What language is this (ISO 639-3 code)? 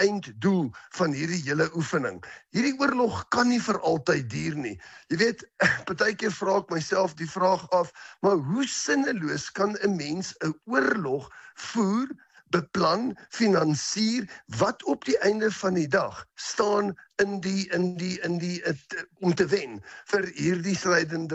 afr